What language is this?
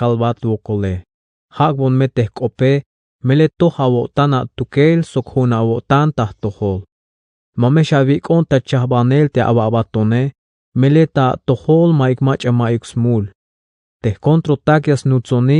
Tzeltal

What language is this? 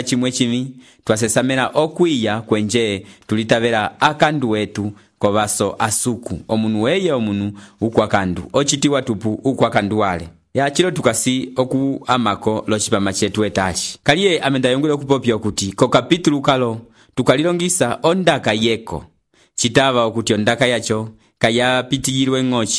Umbundu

